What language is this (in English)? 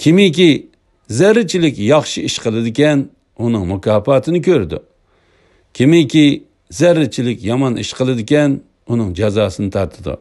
Uyghur